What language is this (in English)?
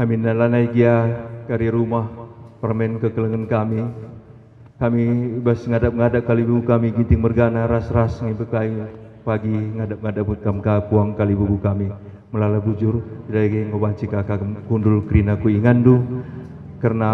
Batak Karo